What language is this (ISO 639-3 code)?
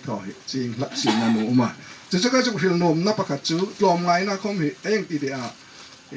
hmr